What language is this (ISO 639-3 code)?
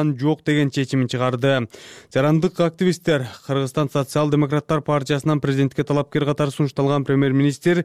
kir